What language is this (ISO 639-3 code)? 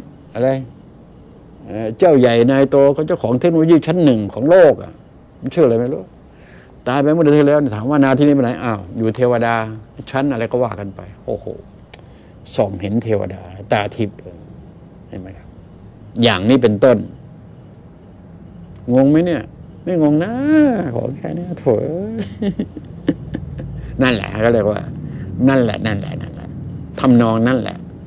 tha